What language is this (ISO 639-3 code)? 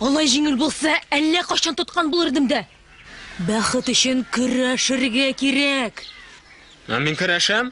tat